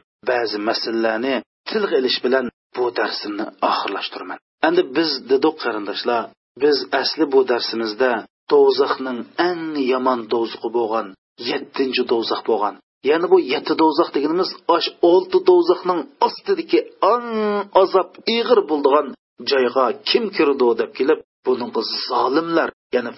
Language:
Uyghur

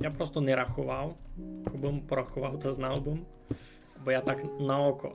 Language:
Rusyn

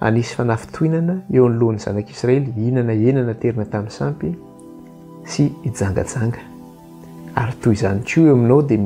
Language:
Malagasy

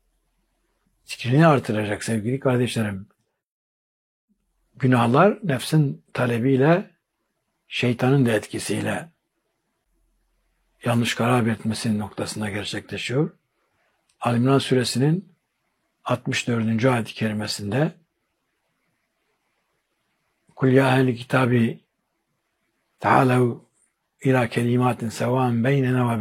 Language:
Turkish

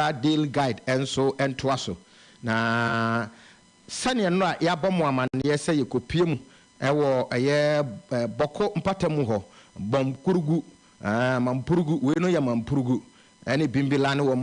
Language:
Akan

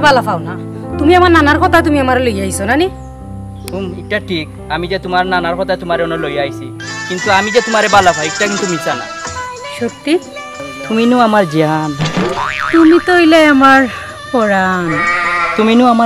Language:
Sylheti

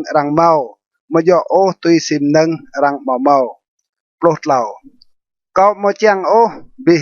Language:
Rade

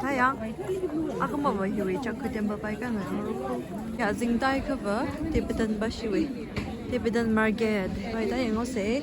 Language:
Tangkhul Naga (India)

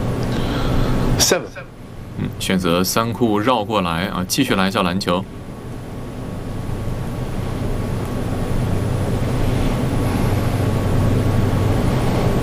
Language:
Chinese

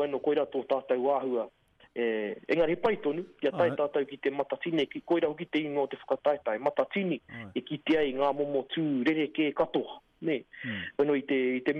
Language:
Māori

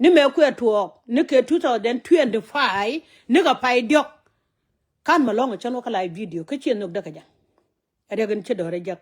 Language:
Nuer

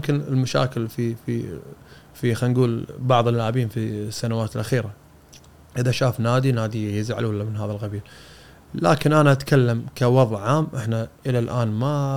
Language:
Gulf Arabic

